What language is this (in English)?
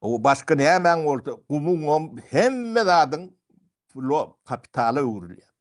Turkmen